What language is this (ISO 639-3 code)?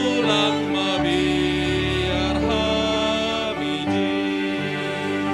bts